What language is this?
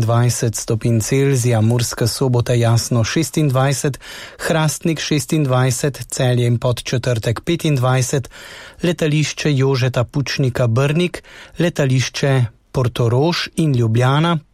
Slovenian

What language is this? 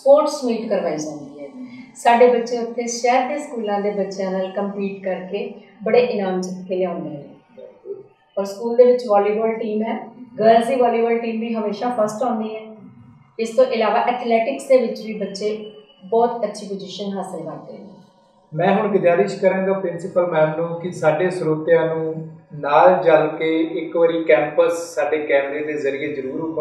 Punjabi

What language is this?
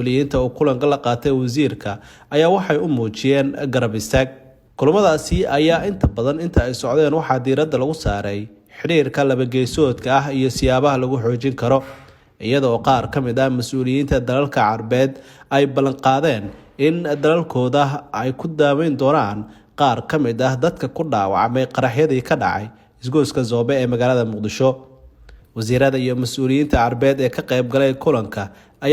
Somali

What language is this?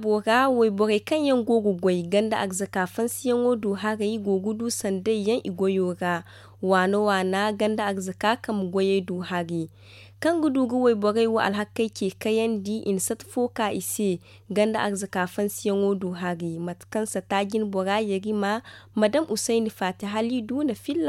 Zarma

